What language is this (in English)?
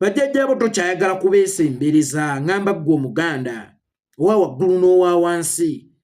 Ganda